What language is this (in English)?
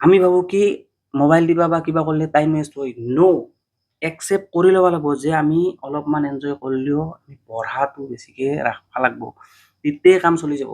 Assamese